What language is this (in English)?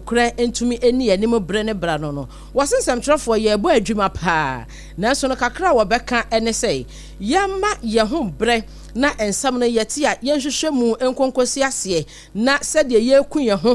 Akan